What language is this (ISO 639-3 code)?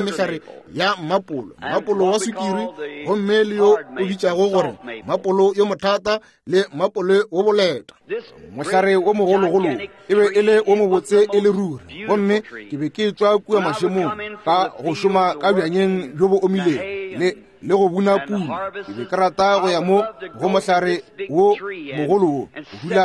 nso